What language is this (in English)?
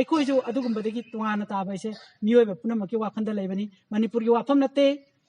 Manipuri